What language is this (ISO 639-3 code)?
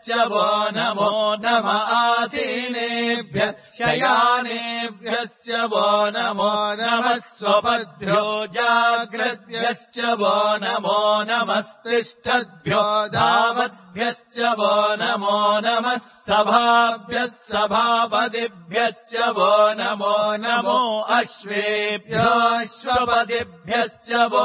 san